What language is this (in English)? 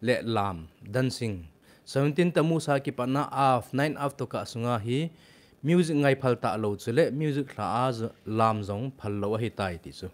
Thado Chin